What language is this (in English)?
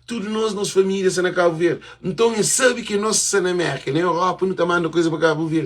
Kabuverdianu